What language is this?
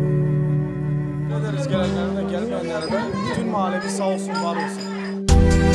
Turkish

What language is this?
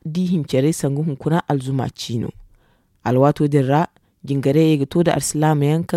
Zarma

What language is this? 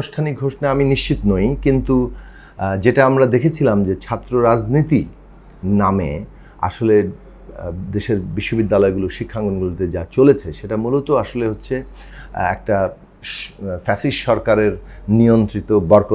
Bangla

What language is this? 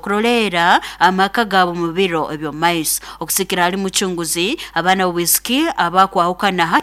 Nyoro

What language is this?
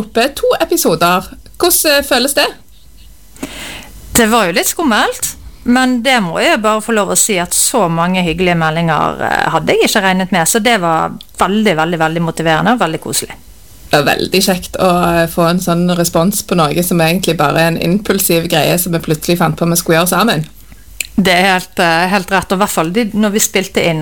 Norwegian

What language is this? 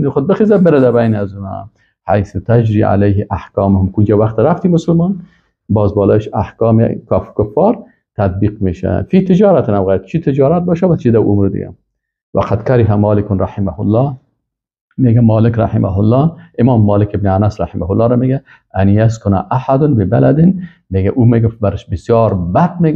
Persian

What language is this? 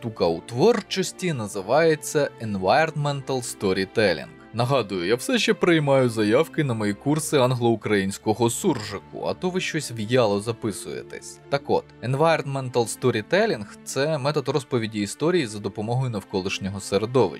Ukrainian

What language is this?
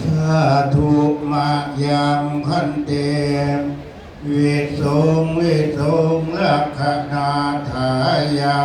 Pali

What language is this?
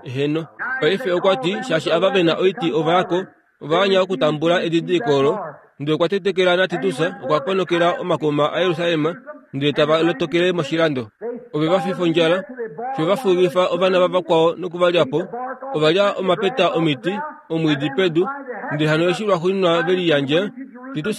Kuanyama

